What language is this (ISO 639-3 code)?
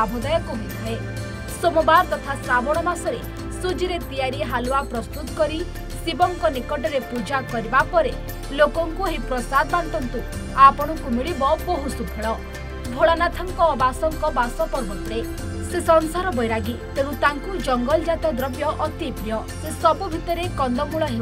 ori